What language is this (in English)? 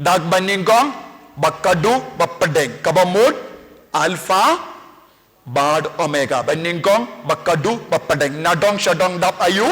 Khasi